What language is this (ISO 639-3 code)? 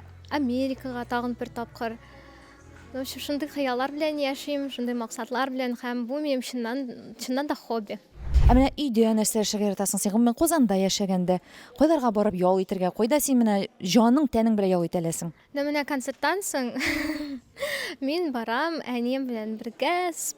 tat